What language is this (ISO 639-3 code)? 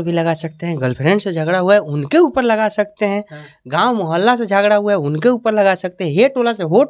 bho